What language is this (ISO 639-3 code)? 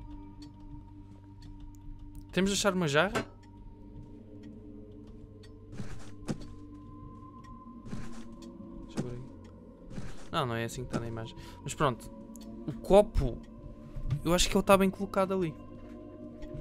por